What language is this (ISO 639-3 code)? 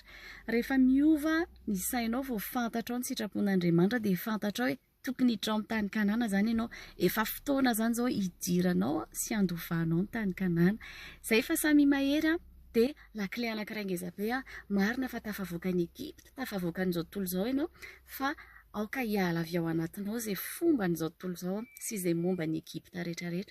mlg